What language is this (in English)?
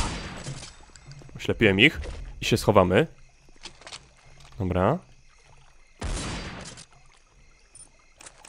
Polish